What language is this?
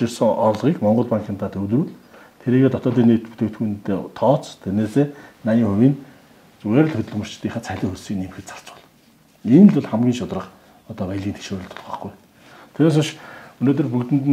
Mongolian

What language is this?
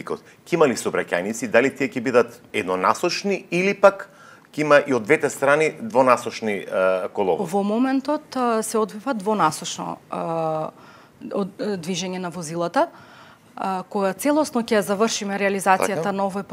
Macedonian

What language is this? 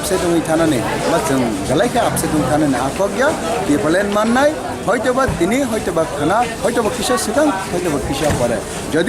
Kok Borok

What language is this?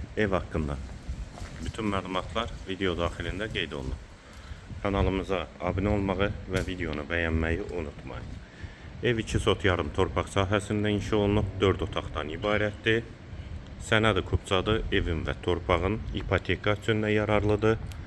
Azerbaijani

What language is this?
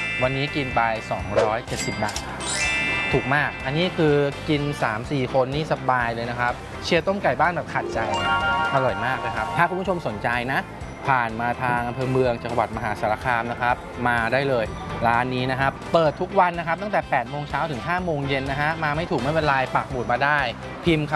Thai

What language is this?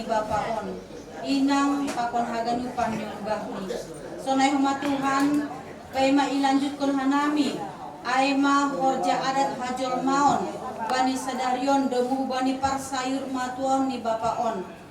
Batak Simalungun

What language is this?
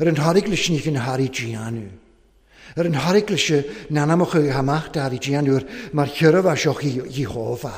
Welsh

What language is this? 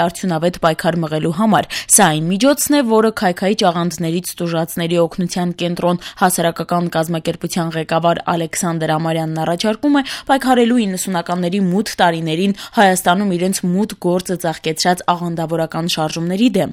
Armenian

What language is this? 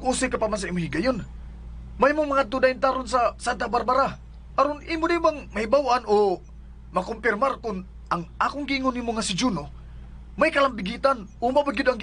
Cebuano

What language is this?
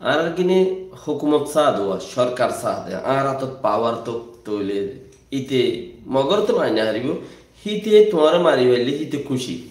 Rohingya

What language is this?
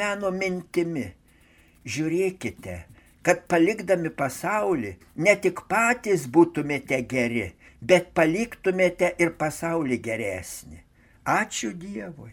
Lithuanian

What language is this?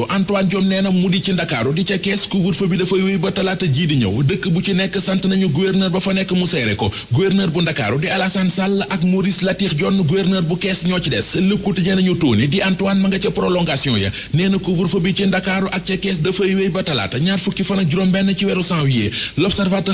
Wolof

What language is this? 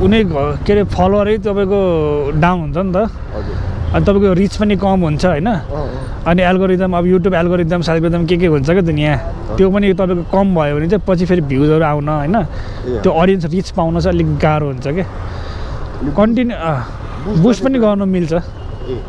Nepali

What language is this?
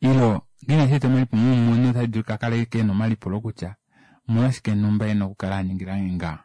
Kuanyama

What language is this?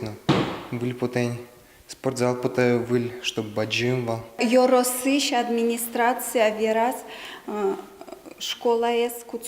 Udmurt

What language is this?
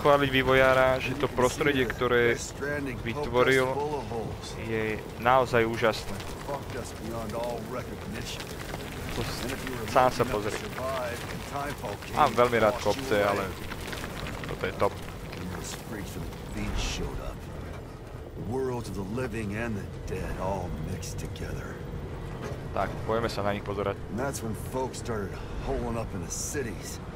Slovak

